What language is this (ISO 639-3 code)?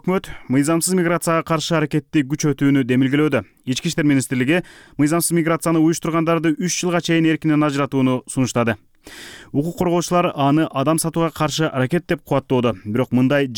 kir